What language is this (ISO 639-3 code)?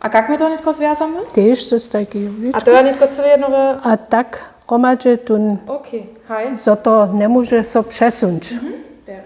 hsb